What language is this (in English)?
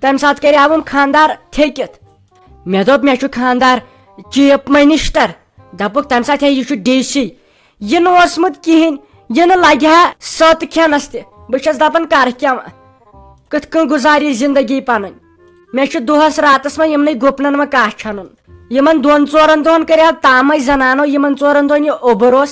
Kashmiri